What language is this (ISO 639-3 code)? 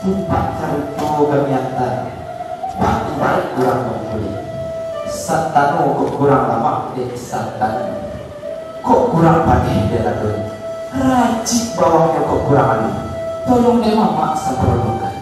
min